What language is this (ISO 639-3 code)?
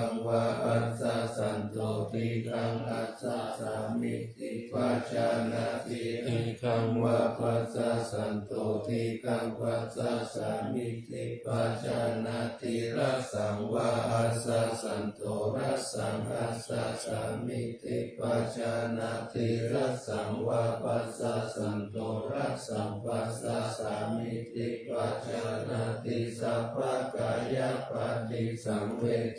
pli